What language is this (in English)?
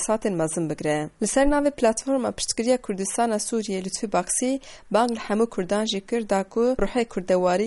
Kurdish